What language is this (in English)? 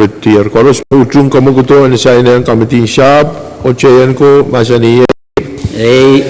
Pohnpeian